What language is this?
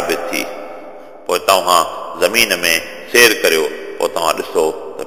Sindhi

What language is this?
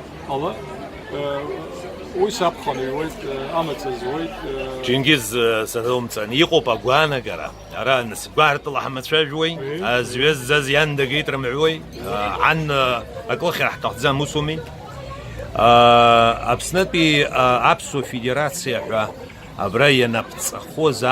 Abkhazian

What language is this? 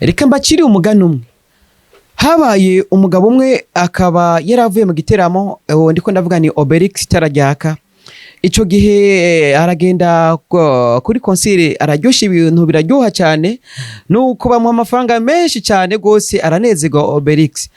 Rundi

